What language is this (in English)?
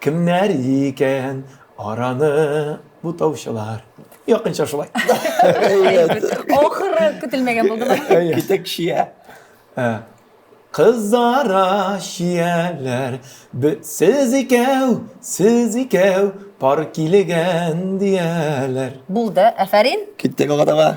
Tatar